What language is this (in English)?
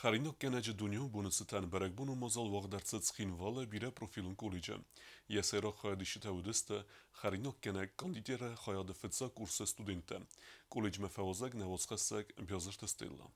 Ossetic